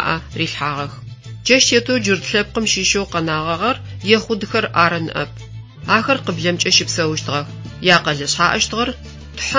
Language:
Adyghe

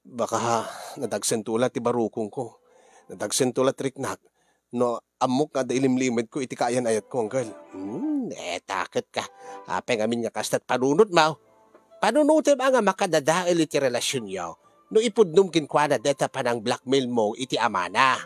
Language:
Iloko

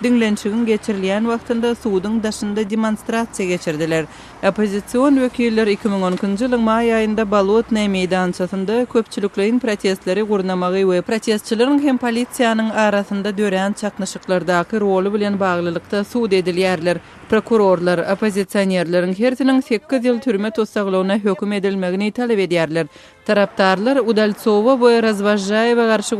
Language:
Turkmen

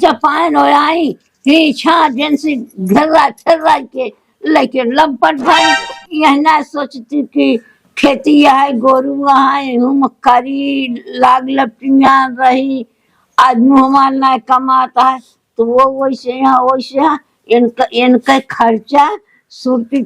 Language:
Awadhi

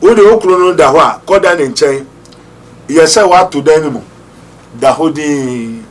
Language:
Akan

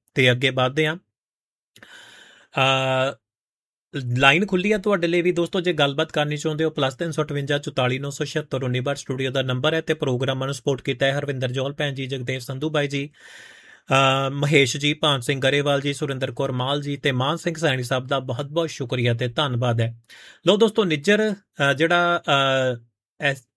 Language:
Punjabi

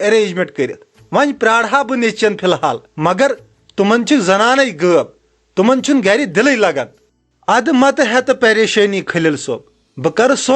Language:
Kashmiri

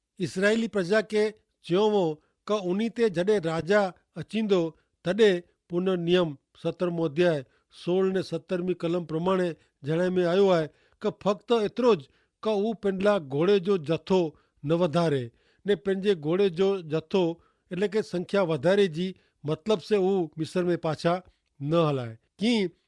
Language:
Kachhi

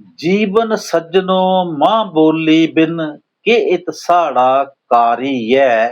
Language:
Dogri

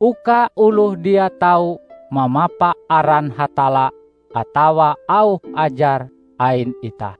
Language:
Ngaju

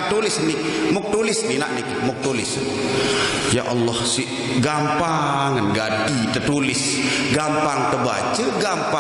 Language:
Sasak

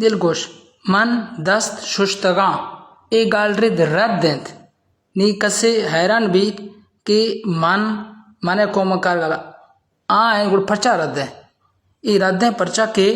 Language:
Baluchi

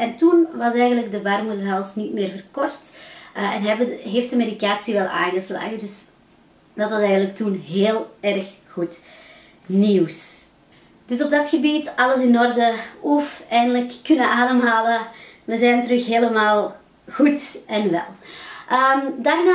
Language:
Dutch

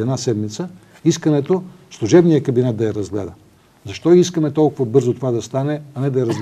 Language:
Bulgarian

